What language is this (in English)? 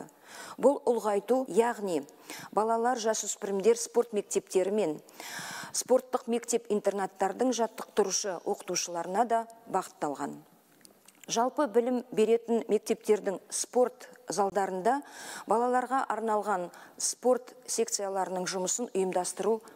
Kazakh